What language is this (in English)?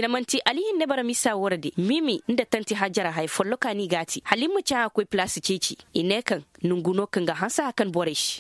Koyraboro Senni